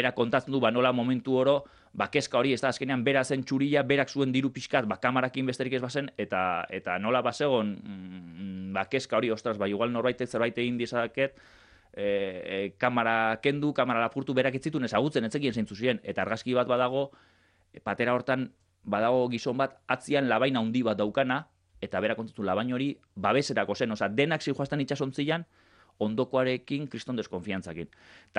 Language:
Basque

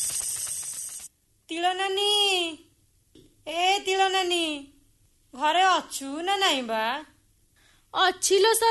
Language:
Odia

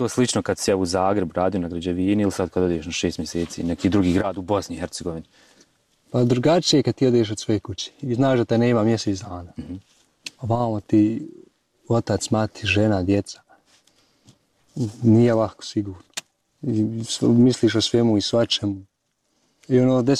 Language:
Bosnian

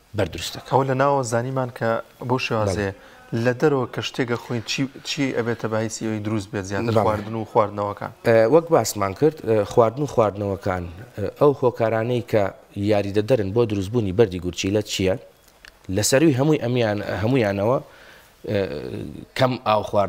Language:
Central Kurdish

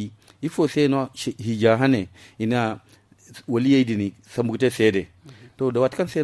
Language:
Zarma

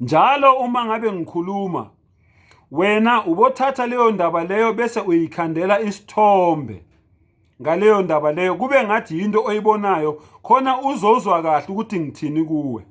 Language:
Zulu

